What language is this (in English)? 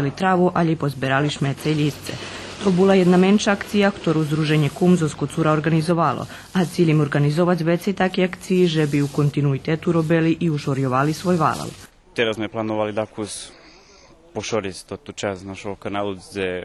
Rusyn